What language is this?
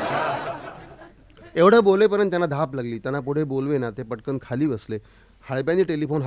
Marathi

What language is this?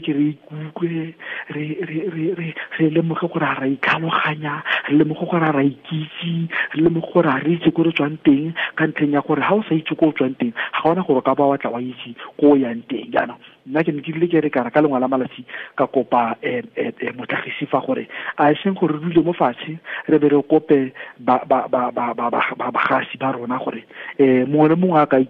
Tswana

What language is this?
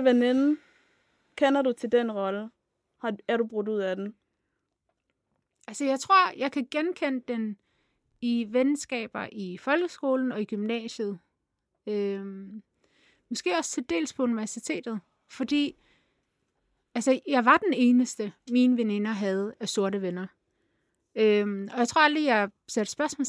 Danish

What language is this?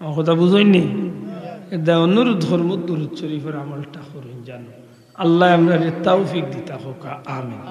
Sylheti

